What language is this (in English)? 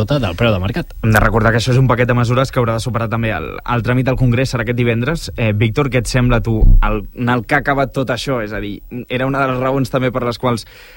Catalan